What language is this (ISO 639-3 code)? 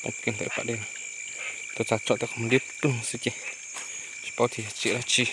hmn